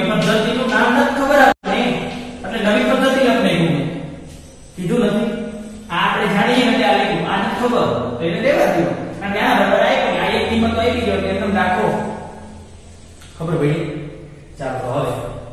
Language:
Gujarati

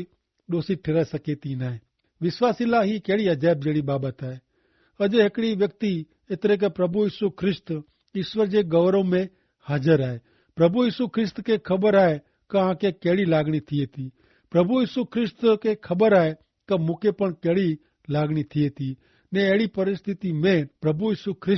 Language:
Kachhi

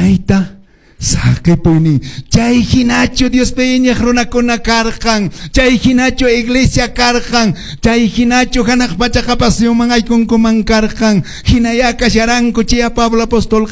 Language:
Quechua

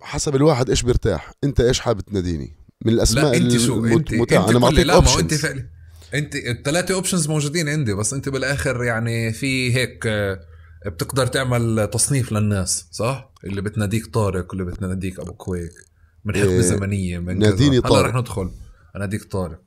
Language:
North Levantine Arabic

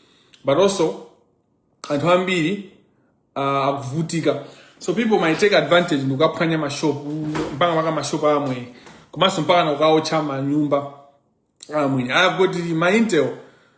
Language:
Nyanja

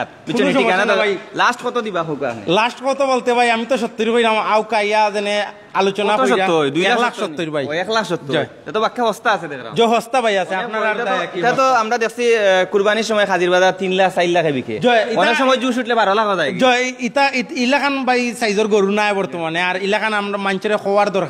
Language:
Sylheti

